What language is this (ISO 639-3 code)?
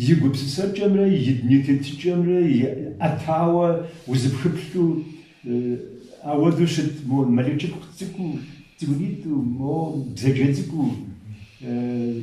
kbd